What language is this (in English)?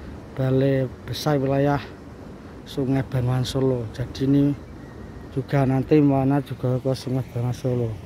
Indonesian